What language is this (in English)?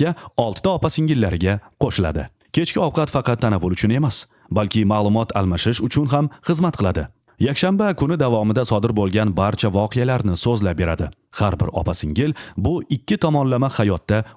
Uzbek